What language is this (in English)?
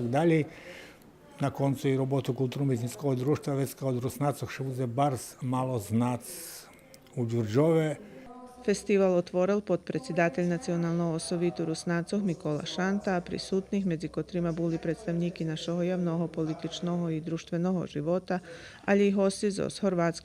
Rusyn